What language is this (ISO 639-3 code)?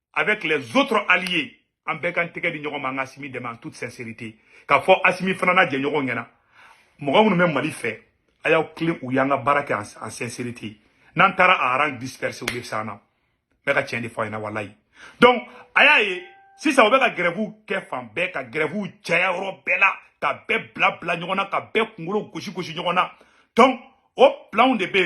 bam